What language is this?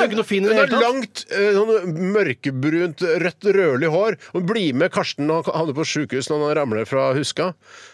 Norwegian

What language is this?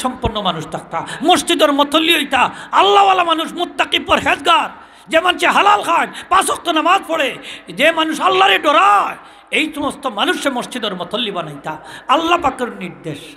Sylheti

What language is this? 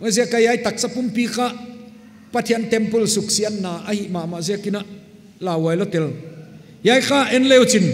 Paite Chin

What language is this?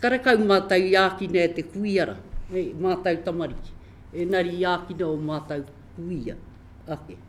Māori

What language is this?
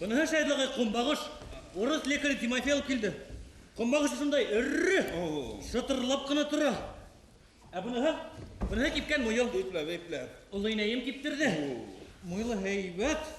Bashkir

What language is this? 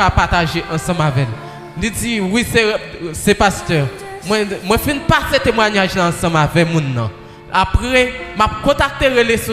Haitian Creole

